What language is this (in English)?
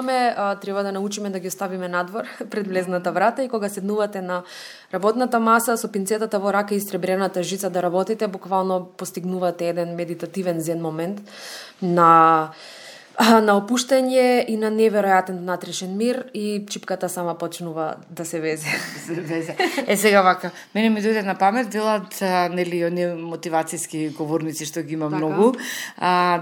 Macedonian